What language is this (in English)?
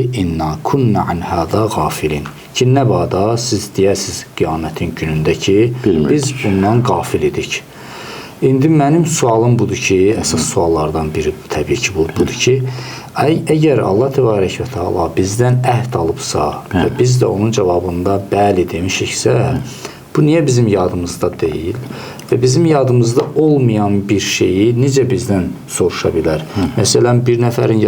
Azerbaijani